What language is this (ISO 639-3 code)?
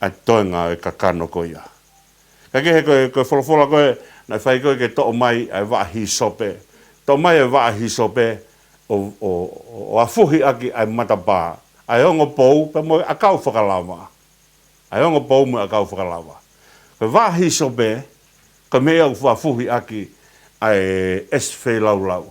ton